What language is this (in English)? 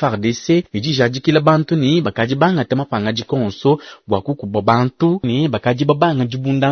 Luba-Lulua